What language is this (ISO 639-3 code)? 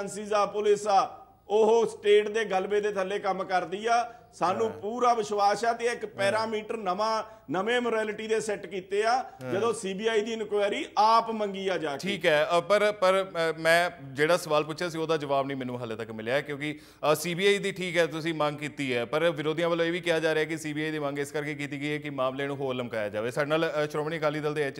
pan